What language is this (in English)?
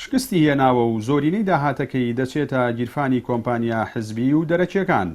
Central Kurdish